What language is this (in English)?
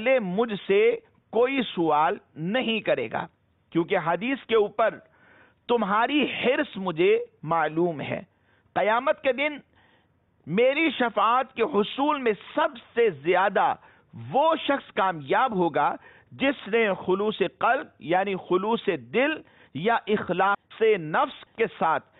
Urdu